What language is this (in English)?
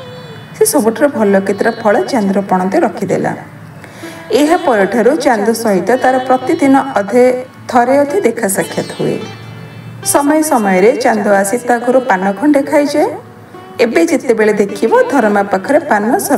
Odia